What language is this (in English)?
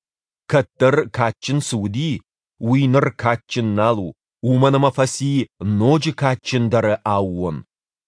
Ossetic